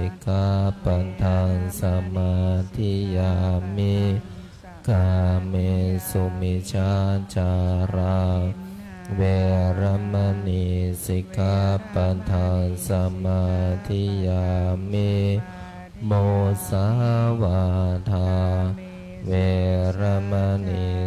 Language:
Pali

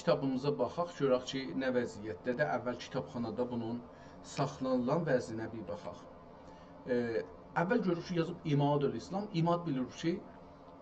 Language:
South Azerbaijani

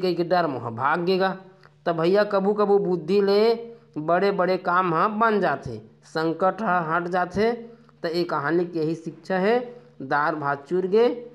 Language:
Chhattisgarhi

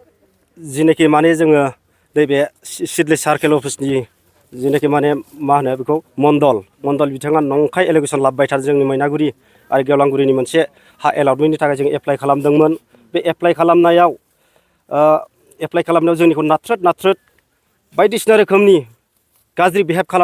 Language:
Bodo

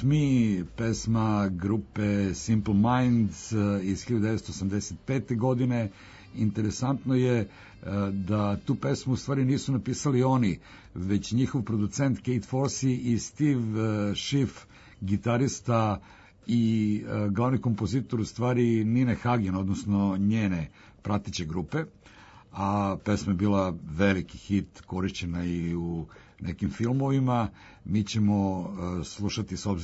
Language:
Serbian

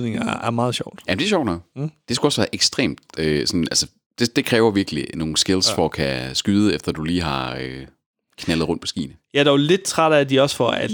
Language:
Danish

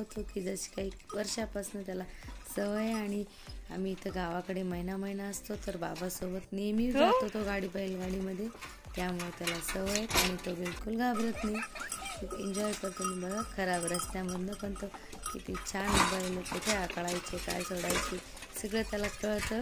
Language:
Marathi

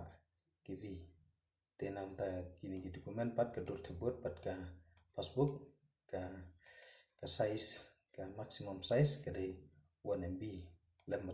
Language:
Khasi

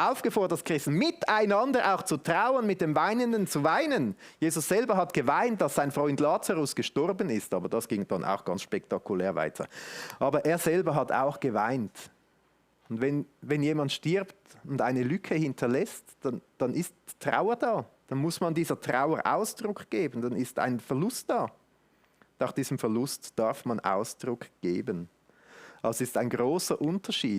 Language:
Swiss German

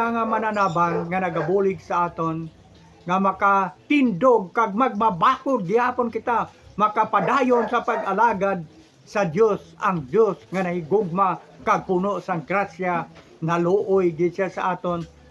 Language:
Hiligaynon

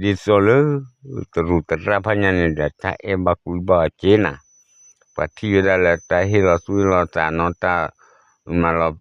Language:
S'gaw Karen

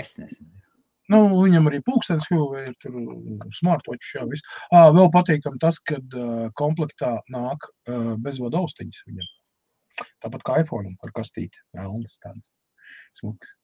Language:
Latvian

